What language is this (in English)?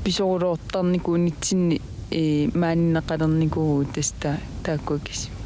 Kalaallisut